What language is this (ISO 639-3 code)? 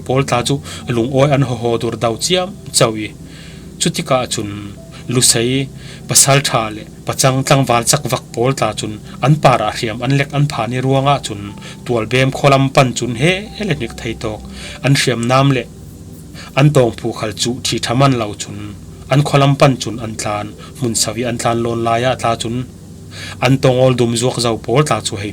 cfm